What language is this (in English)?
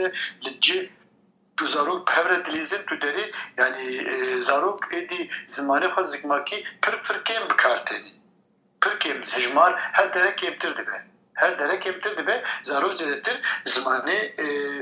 Kurdish